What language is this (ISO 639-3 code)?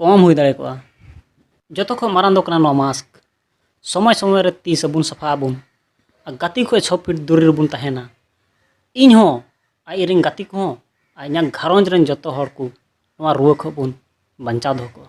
sat